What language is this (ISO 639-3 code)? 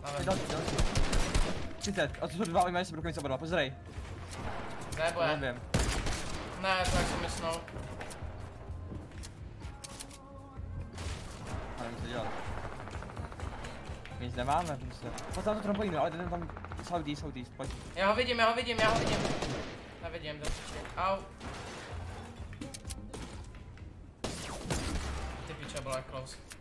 ces